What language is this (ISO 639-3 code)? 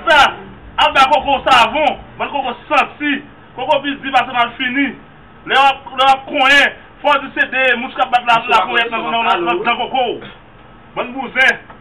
hat